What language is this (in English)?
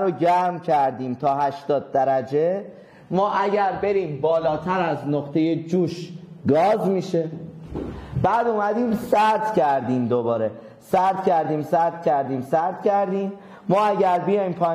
Persian